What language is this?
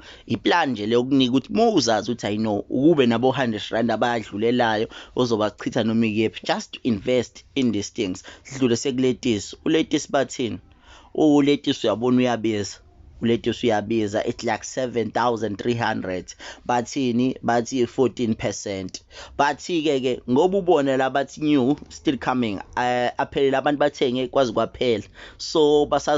Zulu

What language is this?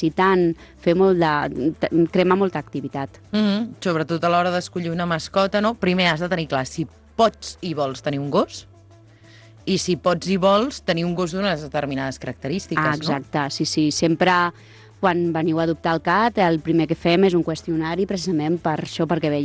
Catalan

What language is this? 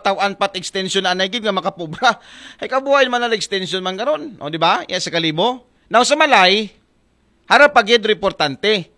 Aklanon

